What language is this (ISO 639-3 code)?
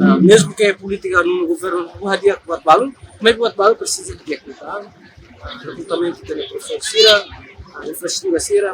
tet